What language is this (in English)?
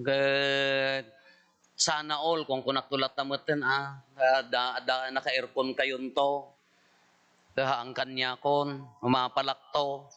Iloko